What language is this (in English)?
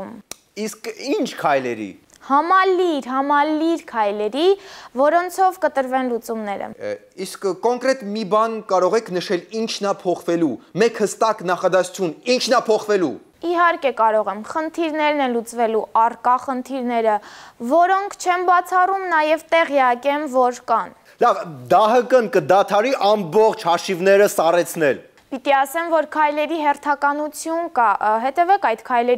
Armenian